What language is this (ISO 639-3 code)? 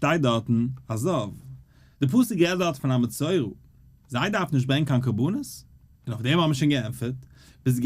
yid